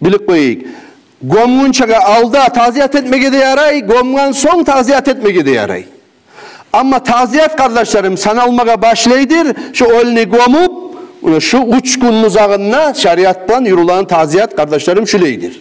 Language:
Kumyk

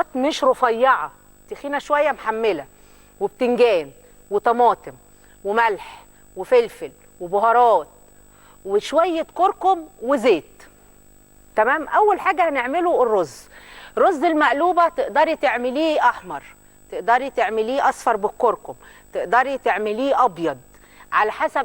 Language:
Egyptian Arabic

